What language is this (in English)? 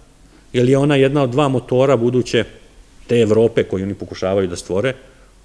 Serbian